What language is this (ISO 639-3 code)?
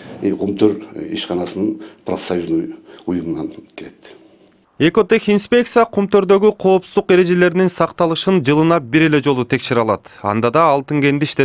kir